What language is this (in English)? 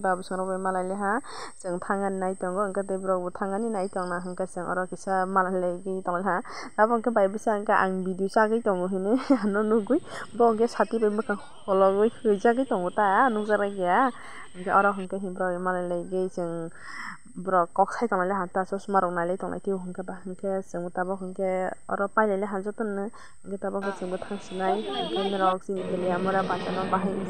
Kok Borok